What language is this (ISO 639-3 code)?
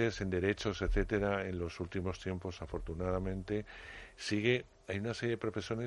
spa